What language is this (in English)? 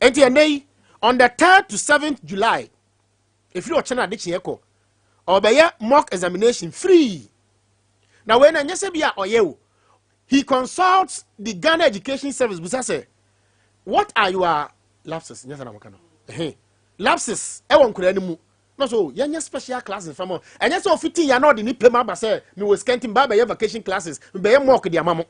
Akan